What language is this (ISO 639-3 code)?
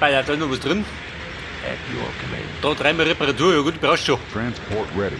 bar